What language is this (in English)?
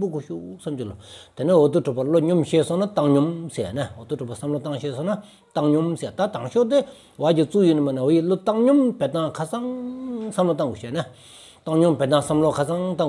Stod Bhoti